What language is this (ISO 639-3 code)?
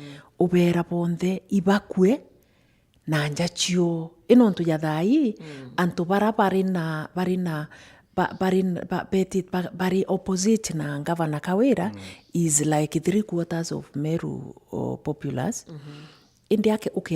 mer